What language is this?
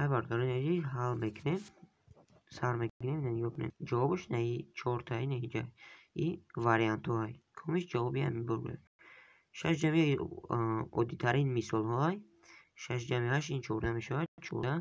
Tajik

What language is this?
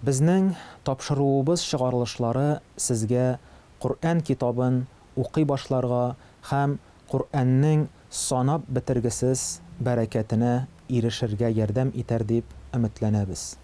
Tatar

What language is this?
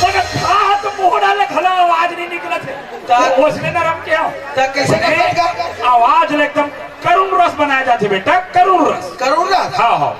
Chhattisgarhi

